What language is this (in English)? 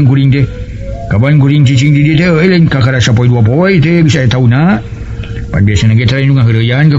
Sundanese